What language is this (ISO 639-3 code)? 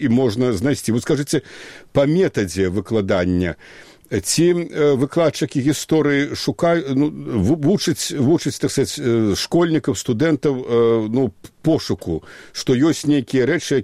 bel